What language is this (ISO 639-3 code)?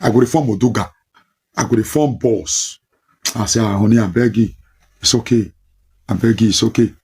pcm